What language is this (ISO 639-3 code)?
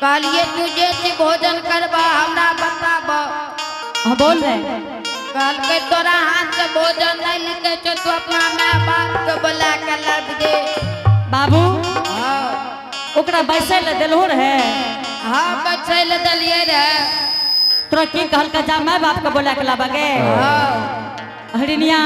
anp